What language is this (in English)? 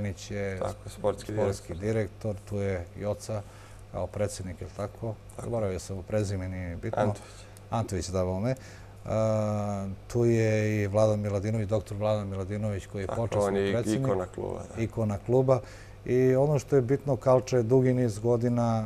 Serbian